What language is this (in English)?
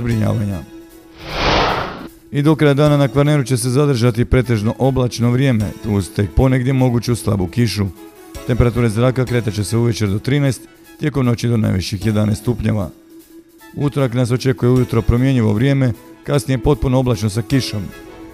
Croatian